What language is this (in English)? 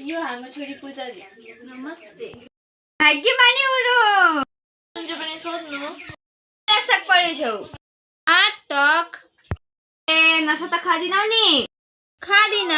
Nepali